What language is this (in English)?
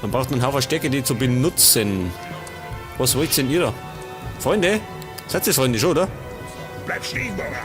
Bavarian